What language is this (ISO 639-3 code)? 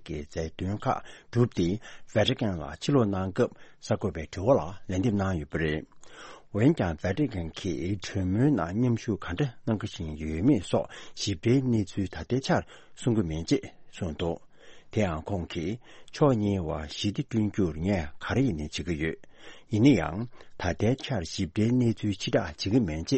bod